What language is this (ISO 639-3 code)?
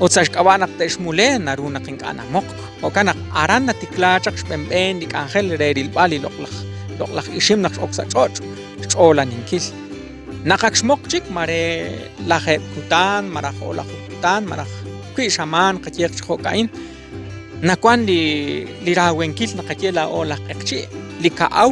kek